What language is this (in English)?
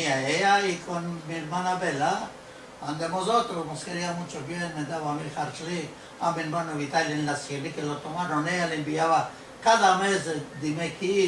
Ladino